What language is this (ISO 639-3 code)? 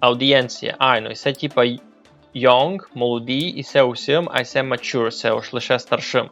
rue